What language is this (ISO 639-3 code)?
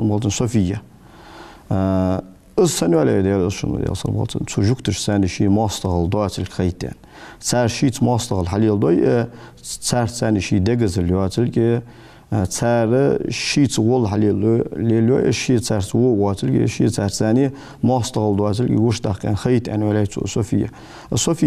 inh